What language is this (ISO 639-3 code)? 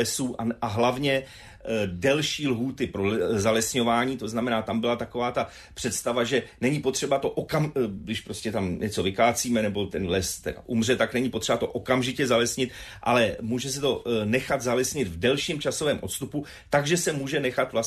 ces